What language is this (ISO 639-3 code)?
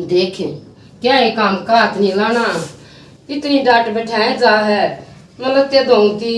bgc